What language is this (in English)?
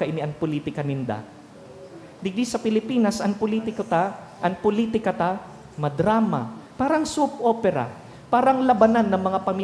Bikol